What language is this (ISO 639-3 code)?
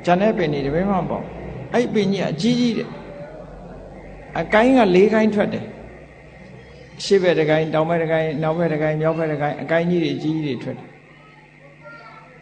mya